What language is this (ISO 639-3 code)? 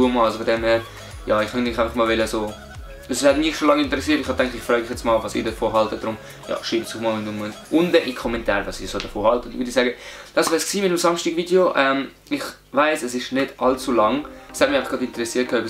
gsw